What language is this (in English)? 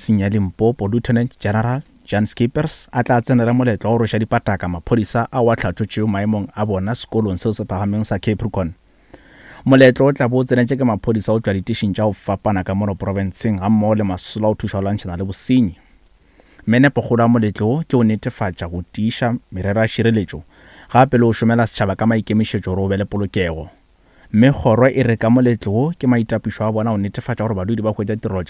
Northern Sotho